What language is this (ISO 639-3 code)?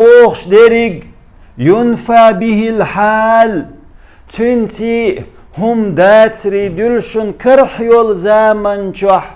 che